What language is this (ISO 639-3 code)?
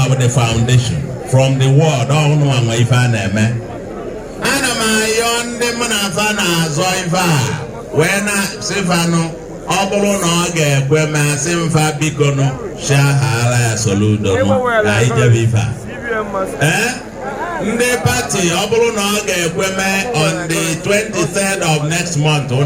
ibo